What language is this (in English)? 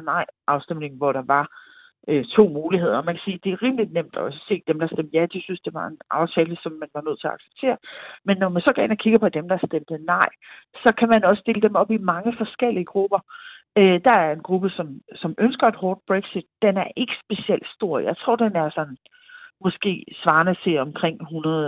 Danish